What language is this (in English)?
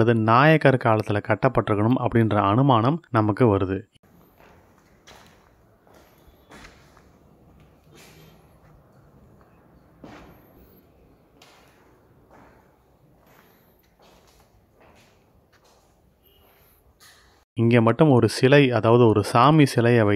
Tamil